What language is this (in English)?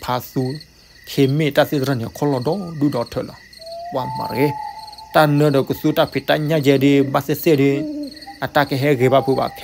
S'gaw Karen